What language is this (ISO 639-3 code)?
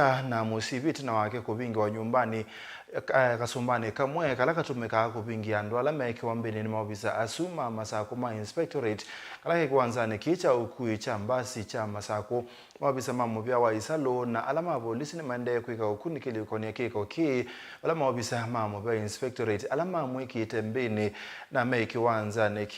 kam